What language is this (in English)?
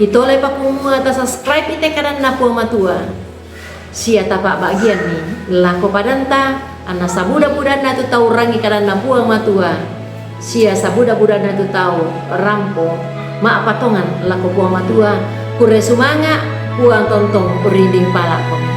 Toraja-Sa'dan